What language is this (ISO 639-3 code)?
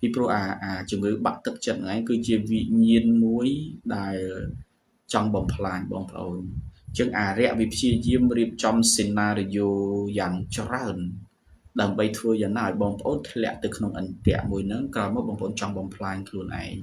khm